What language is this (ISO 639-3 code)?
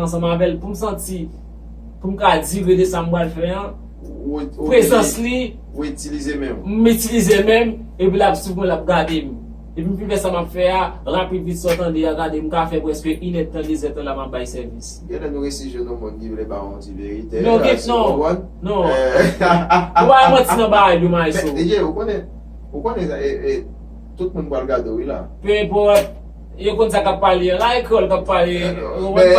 hat